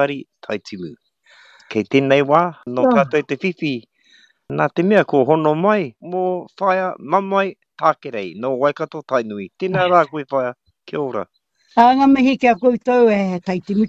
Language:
Māori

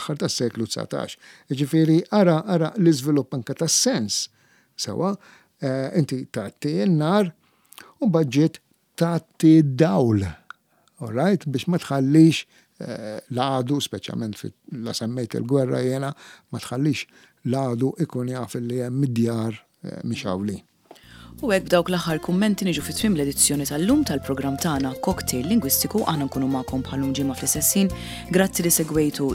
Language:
Maltese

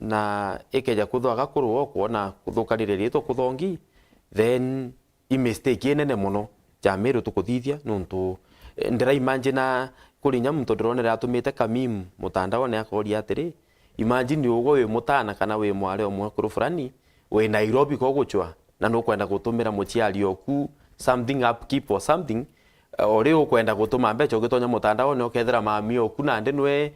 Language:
Meru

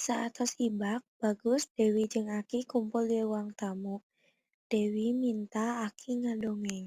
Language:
Sundanese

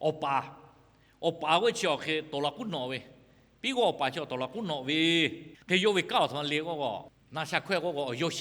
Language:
Lahu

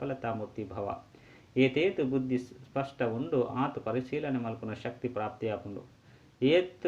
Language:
Tulu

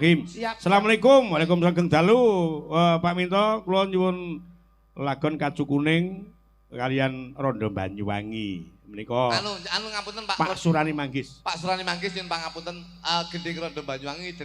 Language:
Javanese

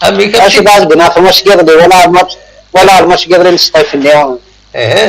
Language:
Kabyle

